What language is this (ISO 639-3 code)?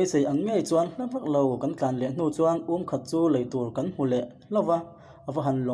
lus